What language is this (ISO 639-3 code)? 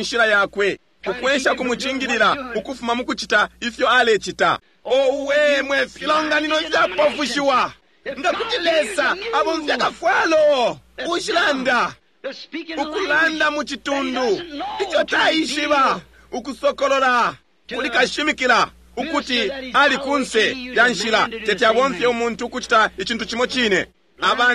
bem